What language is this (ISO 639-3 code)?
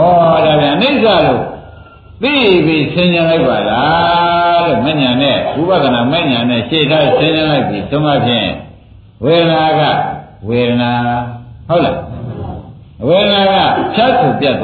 mya